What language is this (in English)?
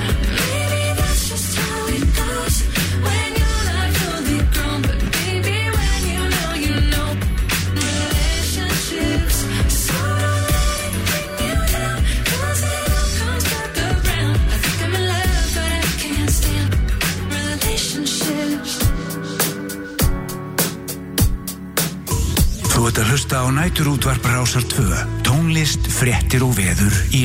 Icelandic